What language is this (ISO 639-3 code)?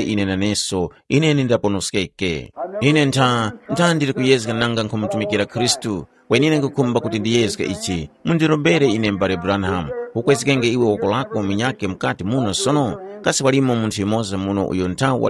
tum